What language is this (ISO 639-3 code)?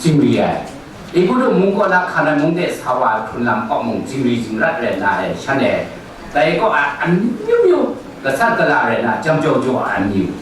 kac